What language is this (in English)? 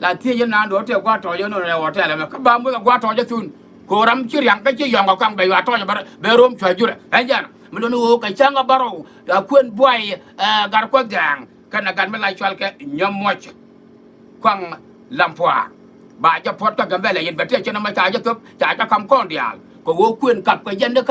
Nuer